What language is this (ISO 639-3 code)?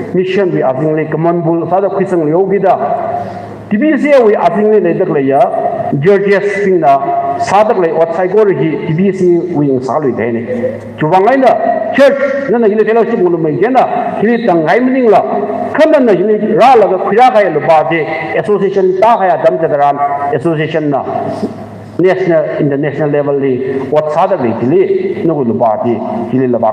nmf